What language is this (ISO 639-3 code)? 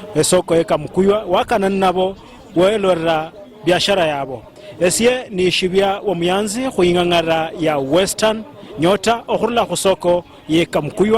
luy